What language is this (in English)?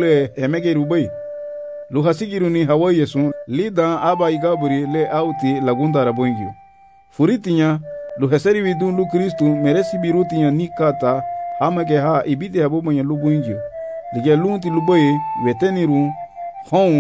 Garifuna